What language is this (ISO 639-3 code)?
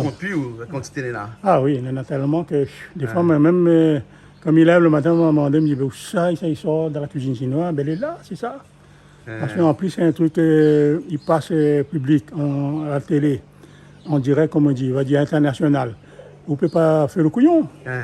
rcf